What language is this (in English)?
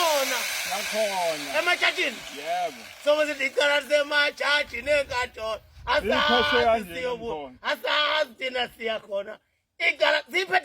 Zulu